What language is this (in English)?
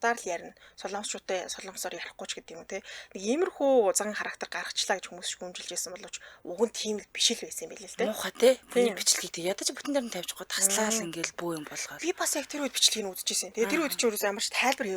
Mongolian